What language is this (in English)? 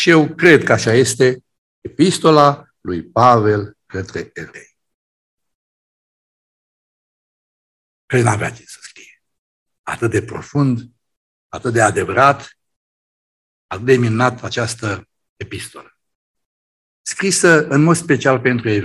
Romanian